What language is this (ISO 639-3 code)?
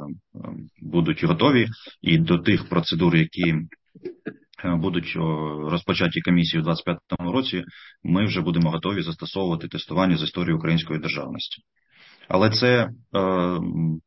ukr